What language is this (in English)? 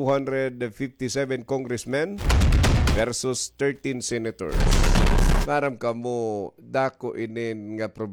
Waray